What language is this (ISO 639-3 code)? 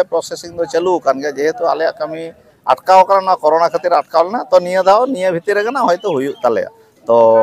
sat